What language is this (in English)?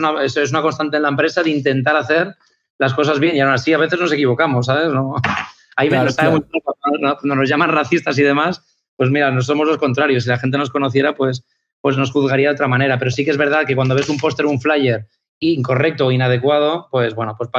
Spanish